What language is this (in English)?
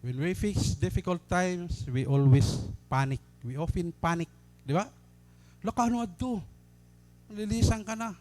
Waray